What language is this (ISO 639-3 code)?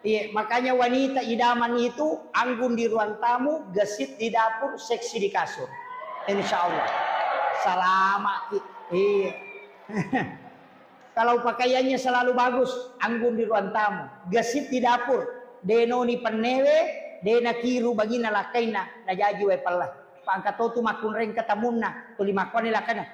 bug